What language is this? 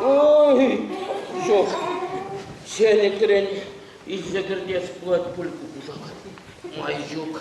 Chuvash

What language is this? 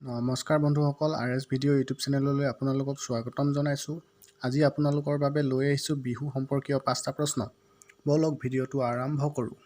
Assamese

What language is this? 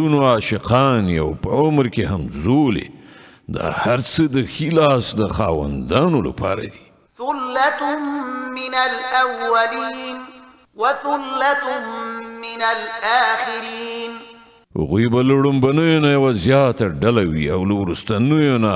Pashto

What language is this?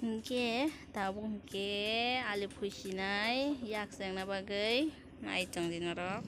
Kok Borok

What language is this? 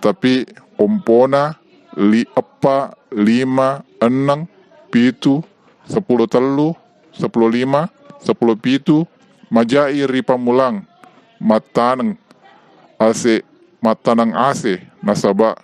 Buginese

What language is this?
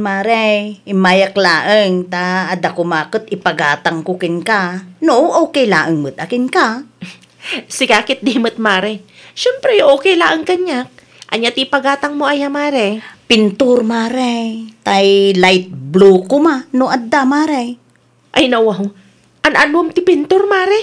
Iloko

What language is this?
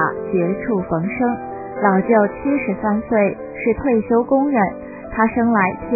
Chinese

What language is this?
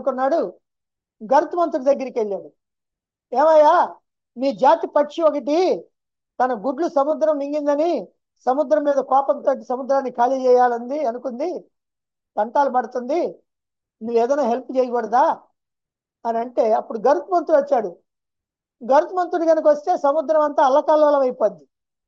Telugu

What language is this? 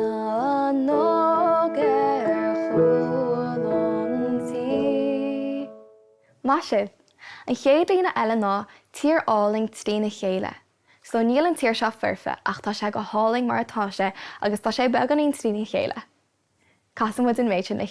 Irish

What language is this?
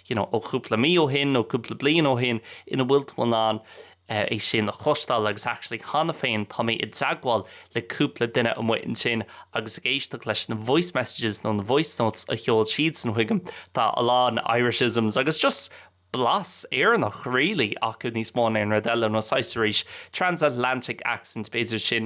Irish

